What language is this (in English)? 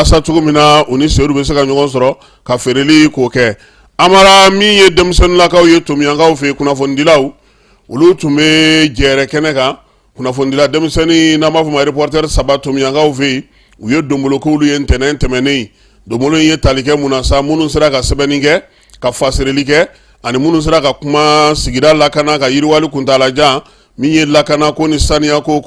Bambara